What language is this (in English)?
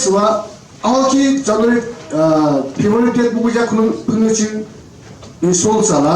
Yimchungru Naga